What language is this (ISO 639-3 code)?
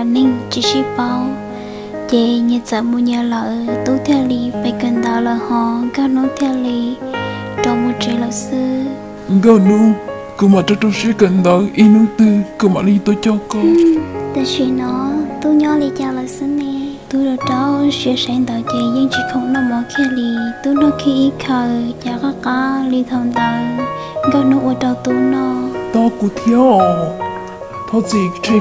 hmn